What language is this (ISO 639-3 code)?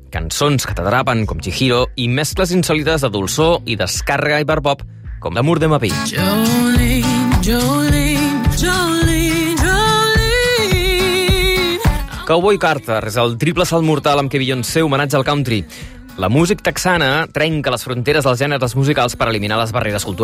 cat